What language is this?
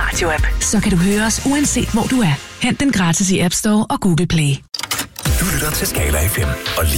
Danish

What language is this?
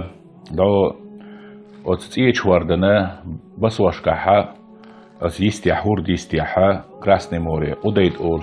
Chechen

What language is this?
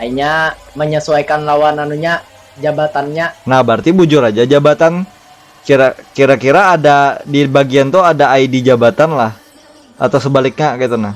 Banjar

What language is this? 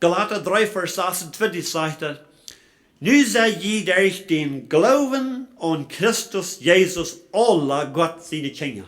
Plautdietsch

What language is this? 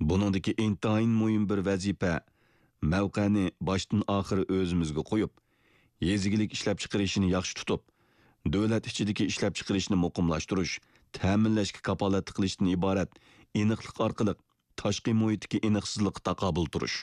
Uyghur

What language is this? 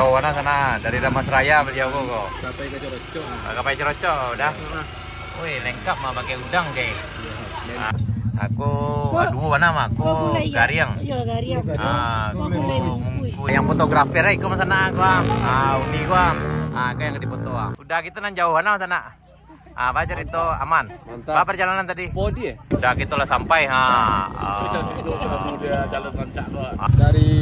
Minangkabau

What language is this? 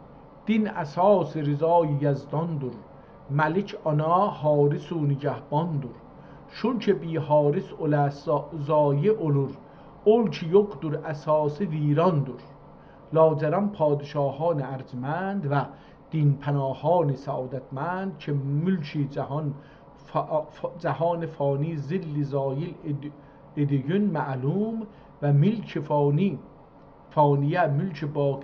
South Azerbaijani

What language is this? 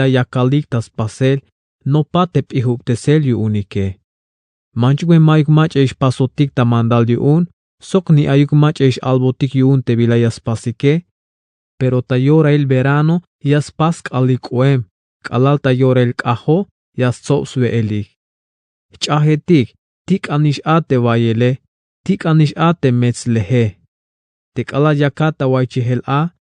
Tzeltal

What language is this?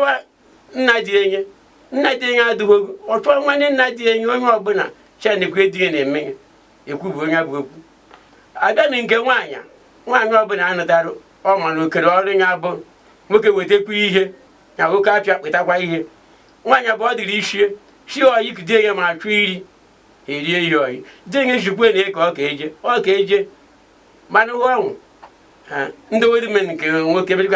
Igbo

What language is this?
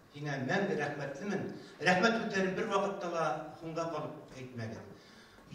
Bashkir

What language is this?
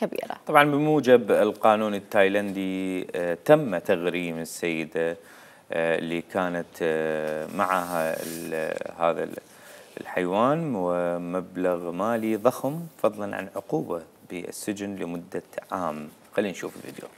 Mesopotamian Arabic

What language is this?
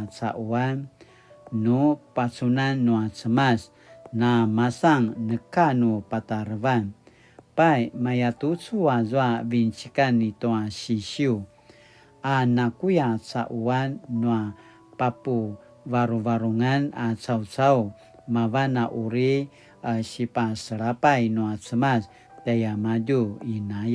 Paiwan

